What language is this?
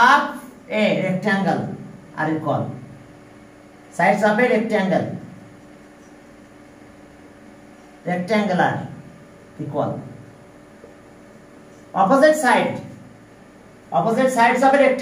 Bangla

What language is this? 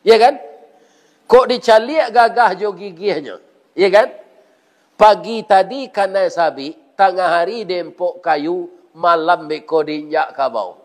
Minangkabau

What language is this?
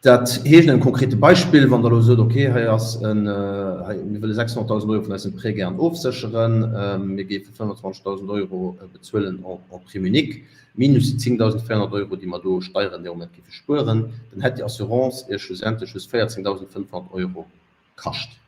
Luxembourgish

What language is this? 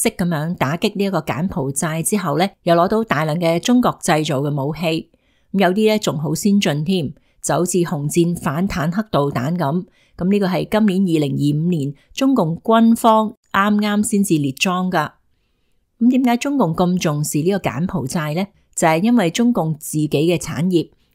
Cantonese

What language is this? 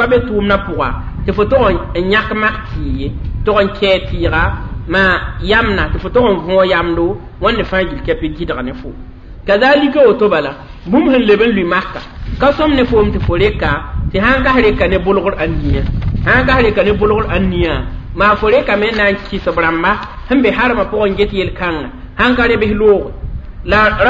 Mossi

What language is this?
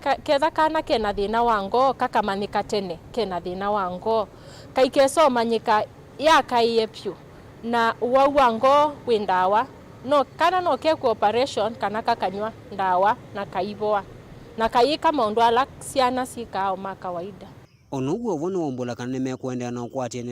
Kamba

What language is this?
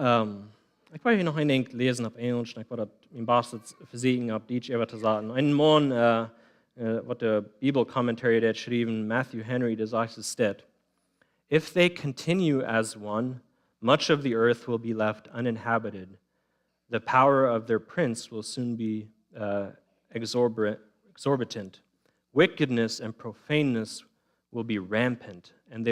Plautdietsch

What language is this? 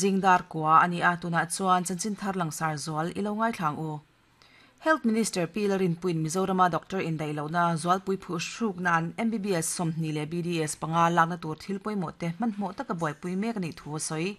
Mizo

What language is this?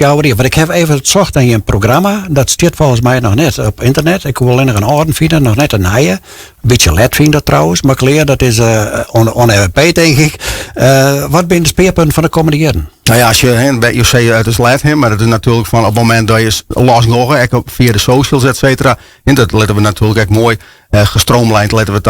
Western Frisian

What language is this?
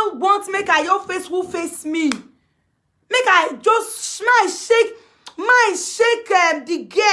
Nigerian Pidgin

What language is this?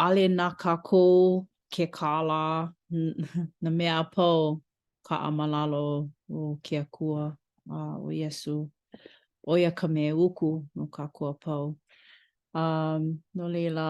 Hawaiian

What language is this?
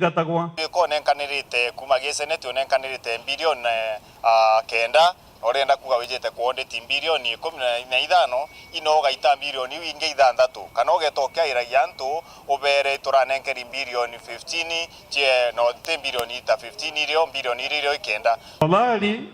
Meru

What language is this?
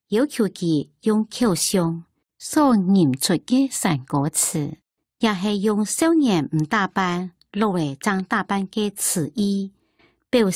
Hakka Chinese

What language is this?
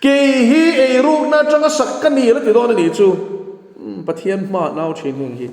Mizo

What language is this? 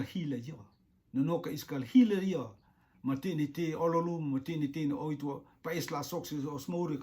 Rotuman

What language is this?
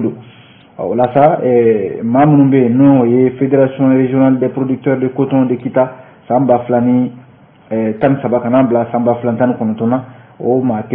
Bambara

